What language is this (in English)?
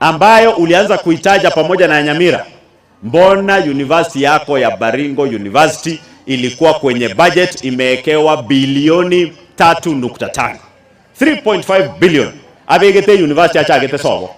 Gusii